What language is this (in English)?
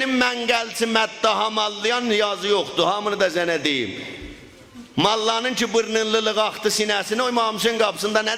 South Azerbaijani